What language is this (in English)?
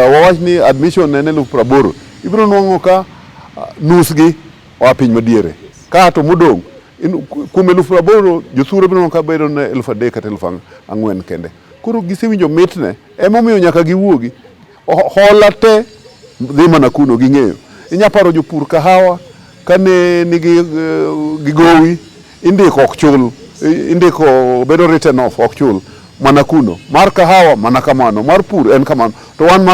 Luo (Kenya and Tanzania)